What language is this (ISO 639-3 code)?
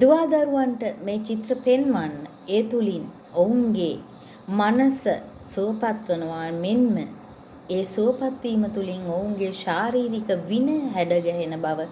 sin